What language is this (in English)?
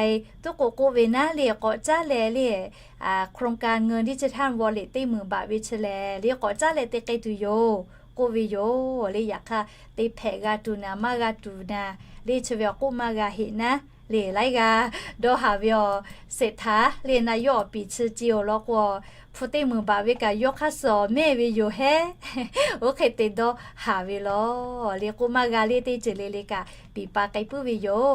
Lahu